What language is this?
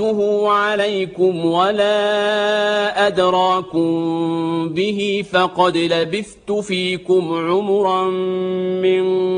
Arabic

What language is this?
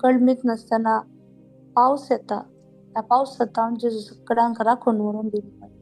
Konkani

